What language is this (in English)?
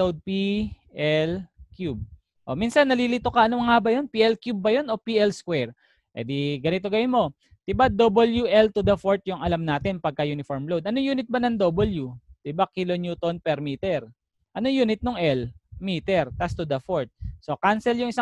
Filipino